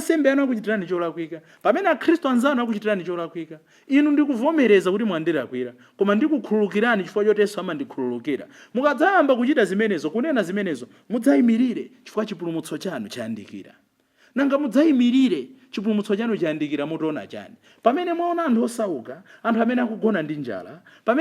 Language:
Nyanja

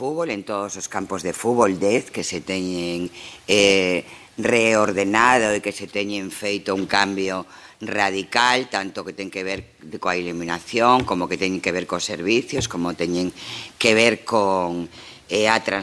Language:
Galician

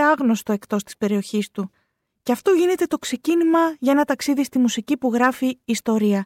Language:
Greek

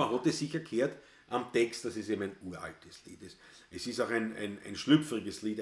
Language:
Bavarian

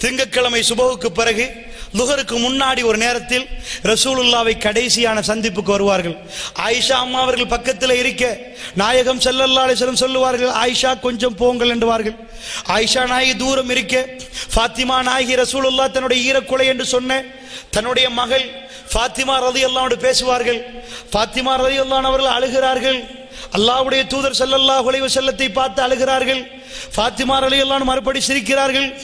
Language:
Tamil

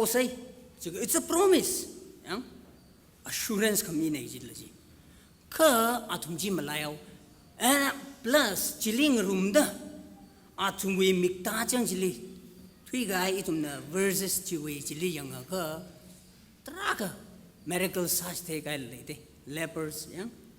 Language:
Tangkhul Naga (India)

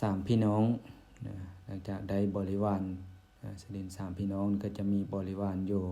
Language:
Lao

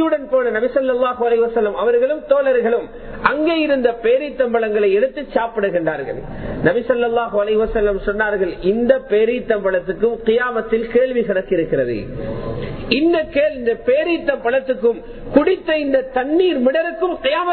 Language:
Tamil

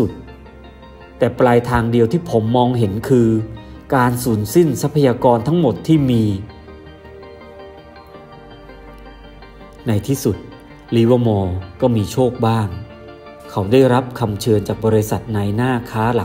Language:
Thai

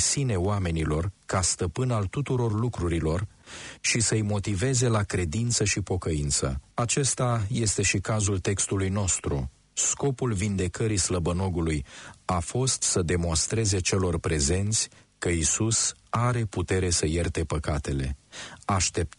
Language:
Romanian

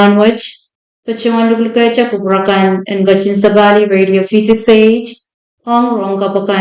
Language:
Pohnpeian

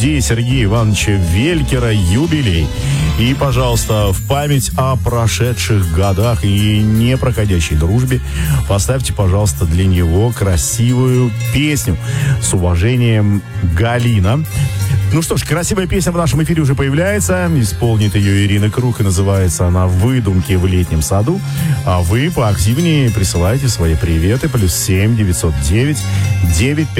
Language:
Russian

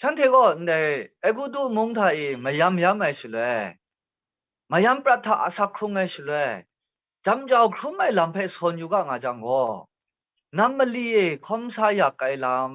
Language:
Kachin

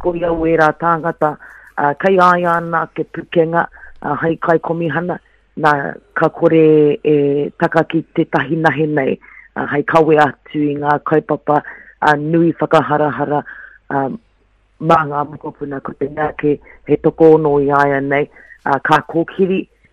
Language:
Māori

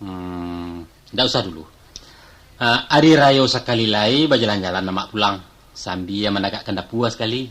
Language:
Minangkabau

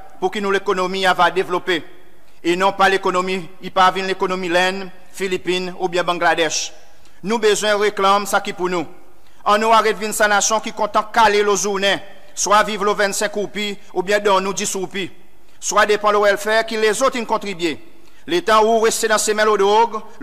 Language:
Seselwa Creole French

